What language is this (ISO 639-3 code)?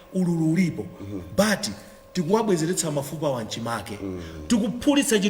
nya